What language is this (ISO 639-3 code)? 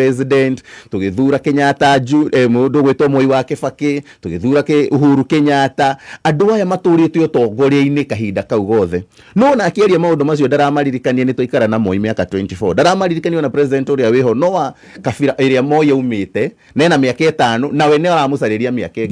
kik